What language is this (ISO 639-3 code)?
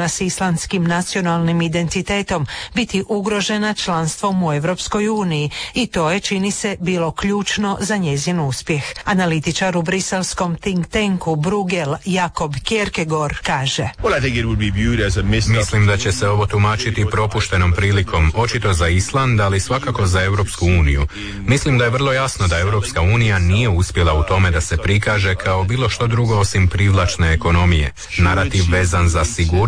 hrv